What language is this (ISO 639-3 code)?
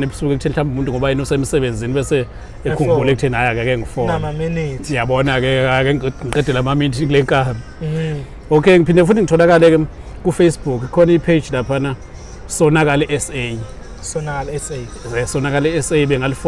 zul